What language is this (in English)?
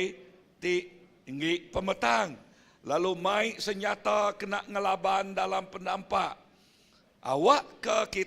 Iban